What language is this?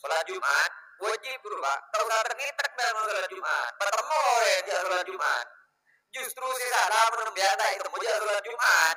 Madurese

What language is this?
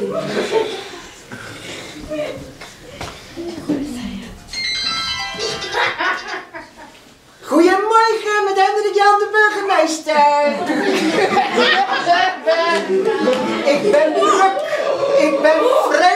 Dutch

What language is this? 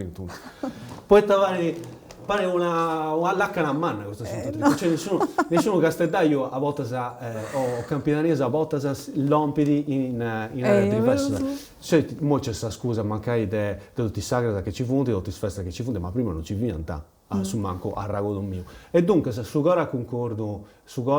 Sardinian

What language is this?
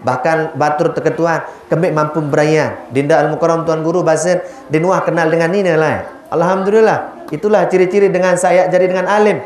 Sasak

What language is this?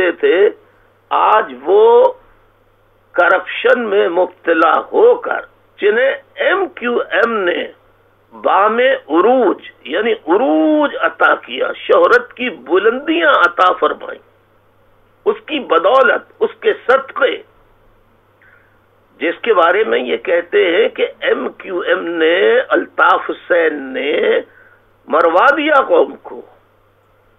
Urdu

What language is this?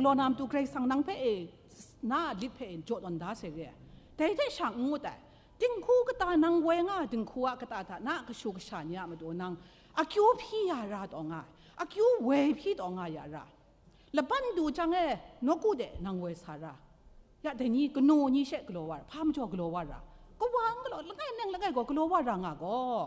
Kachin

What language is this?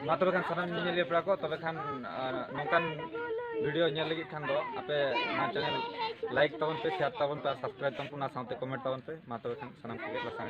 Santali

